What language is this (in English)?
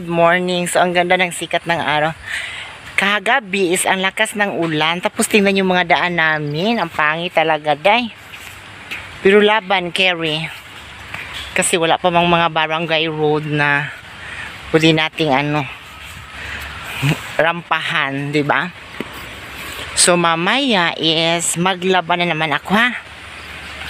Filipino